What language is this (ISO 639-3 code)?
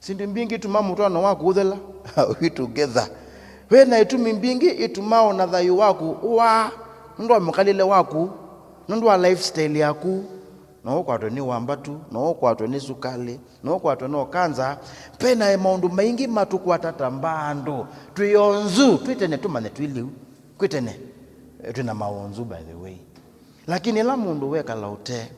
kam